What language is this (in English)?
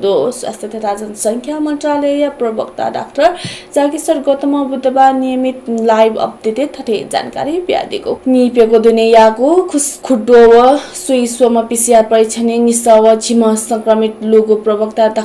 Newari